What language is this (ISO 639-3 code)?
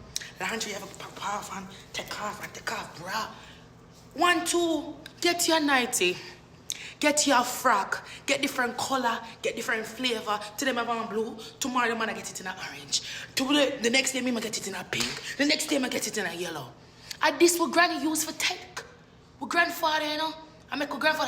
jam